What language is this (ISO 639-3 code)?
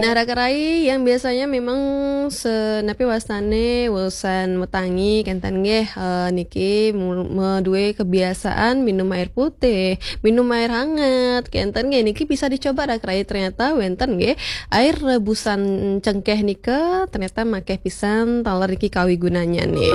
ban